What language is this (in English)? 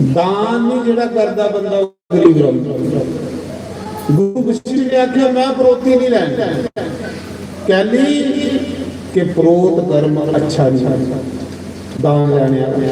Dogri